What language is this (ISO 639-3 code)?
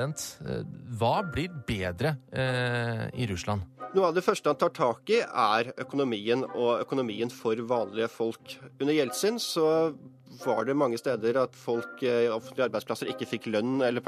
nor